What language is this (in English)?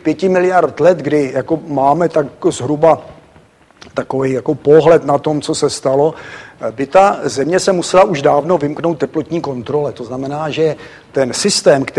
Czech